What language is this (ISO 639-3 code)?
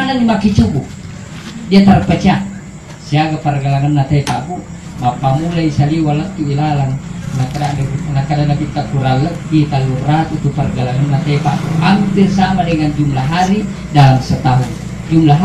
bug